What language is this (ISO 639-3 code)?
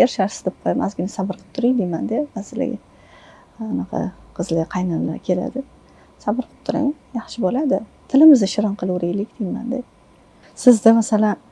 uzb